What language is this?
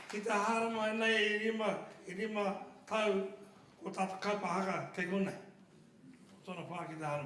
Māori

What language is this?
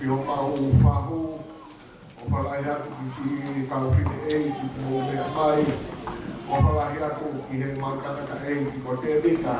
Tongan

